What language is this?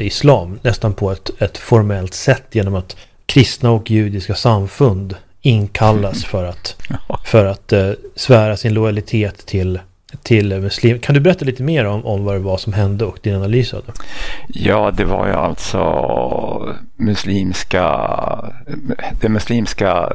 Swedish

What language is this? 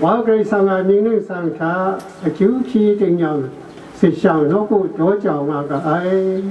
Kachin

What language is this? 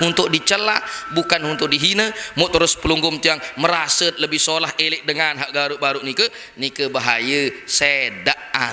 Sasak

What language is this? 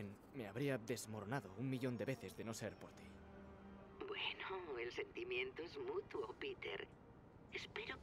Spanish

